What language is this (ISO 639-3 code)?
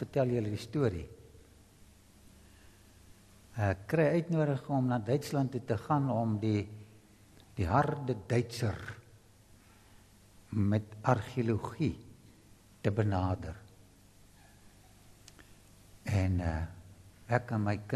afr